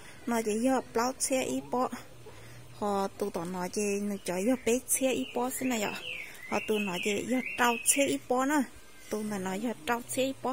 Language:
Hmong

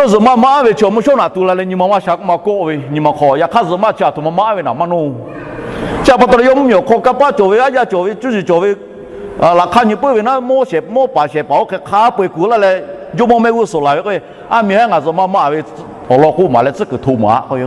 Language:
Lahu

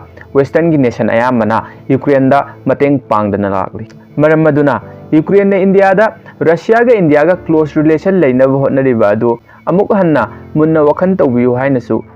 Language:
Manipuri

